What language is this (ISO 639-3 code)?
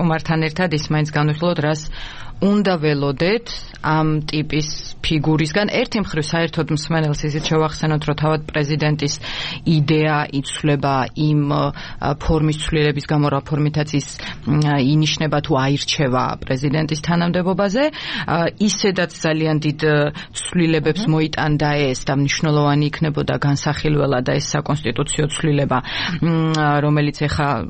kat